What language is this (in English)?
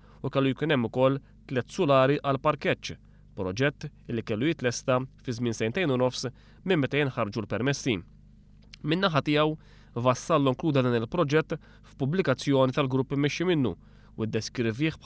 Maltese